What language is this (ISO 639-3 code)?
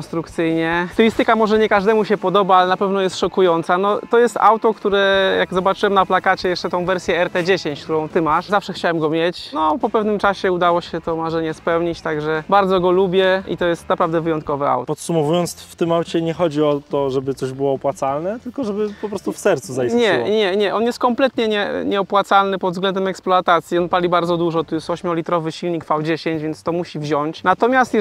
pol